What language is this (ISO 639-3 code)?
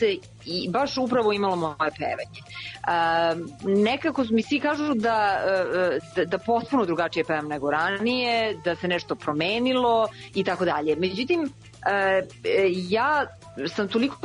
srp